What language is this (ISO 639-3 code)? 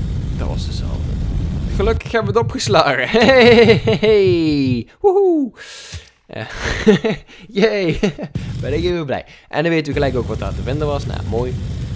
nld